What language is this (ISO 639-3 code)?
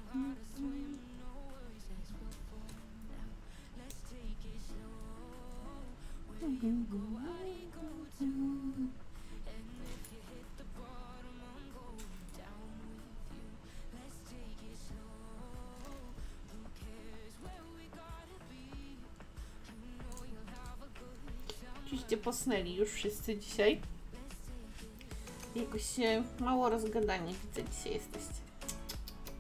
pol